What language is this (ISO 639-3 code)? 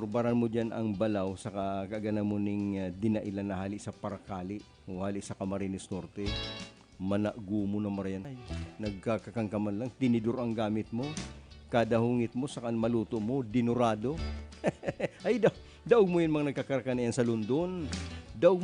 bik